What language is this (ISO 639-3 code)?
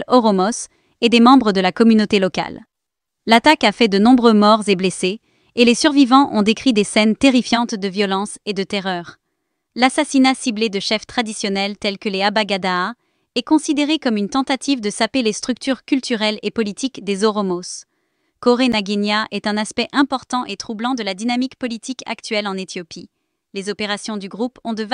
fra